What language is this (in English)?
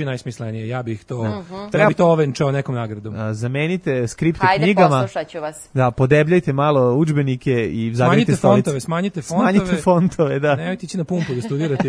Serbian